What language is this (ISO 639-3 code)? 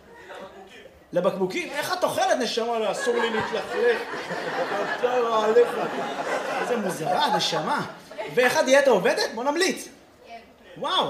heb